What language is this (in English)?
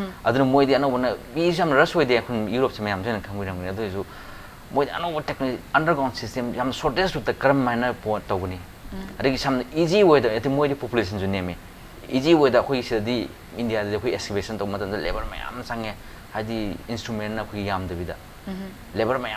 Manipuri